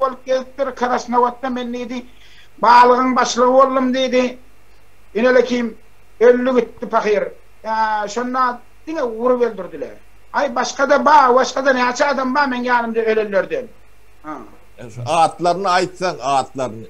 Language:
Turkmen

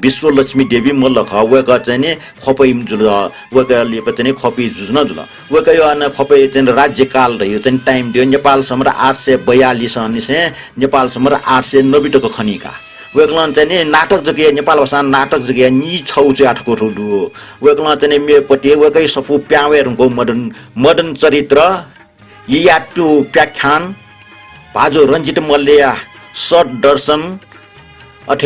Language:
Newari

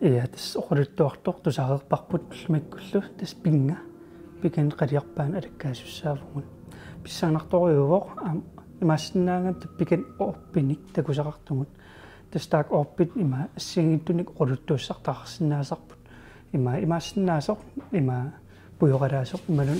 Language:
Kalaallisut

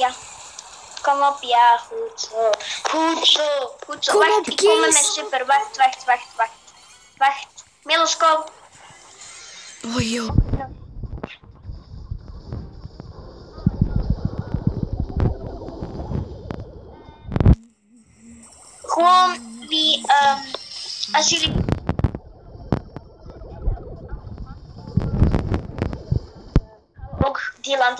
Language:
Dutch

